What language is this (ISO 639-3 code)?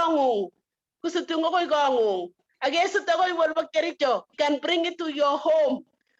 kln